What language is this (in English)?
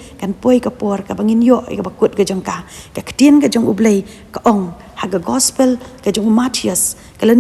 Khasi